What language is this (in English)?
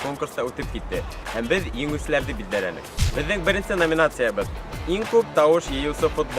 Bashkir